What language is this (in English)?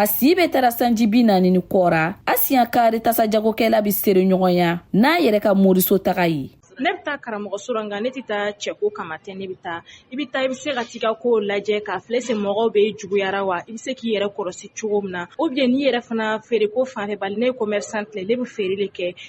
Bambara